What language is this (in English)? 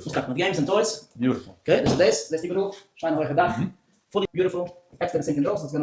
Yiddish